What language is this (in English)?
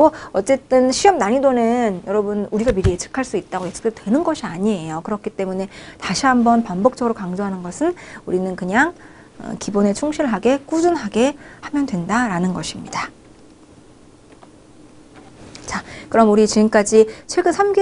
Korean